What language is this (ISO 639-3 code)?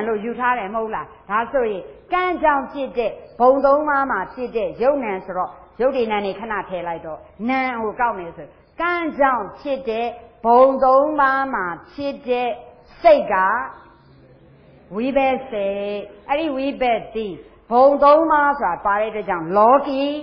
mya